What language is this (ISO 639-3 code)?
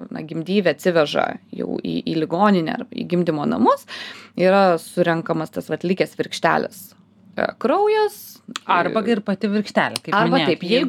lit